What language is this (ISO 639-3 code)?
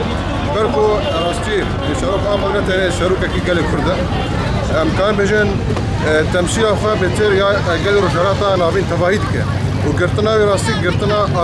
kur